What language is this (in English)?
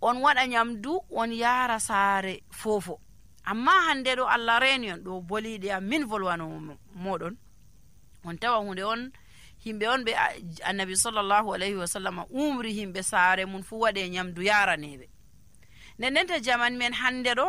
Nigerian Fulfulde